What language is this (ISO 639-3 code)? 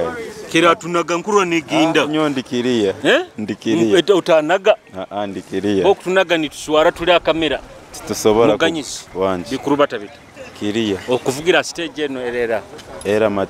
nyo